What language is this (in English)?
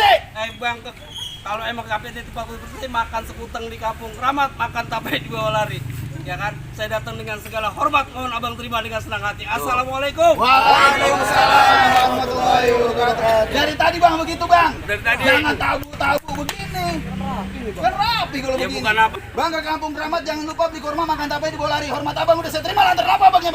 Betawi